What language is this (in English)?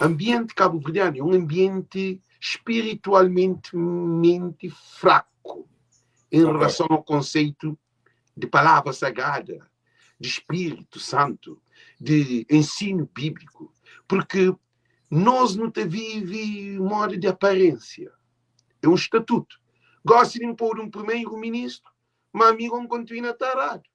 Kabuverdianu